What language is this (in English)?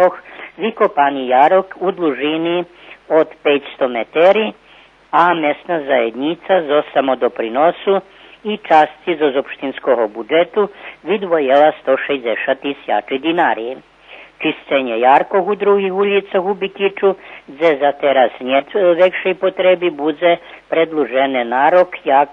Rusyn